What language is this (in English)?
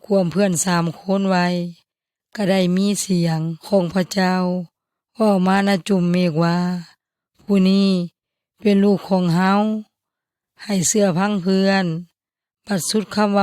Yoy